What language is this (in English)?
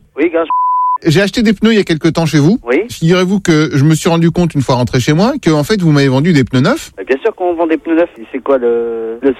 French